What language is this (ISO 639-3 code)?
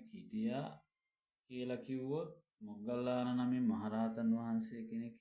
sin